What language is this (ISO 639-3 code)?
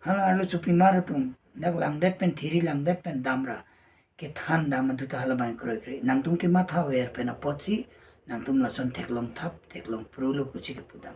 mjw